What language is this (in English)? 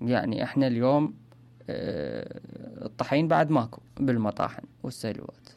Mesopotamian Arabic